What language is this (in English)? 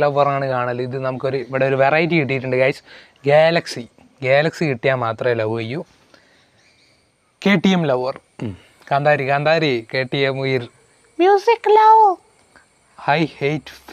Malayalam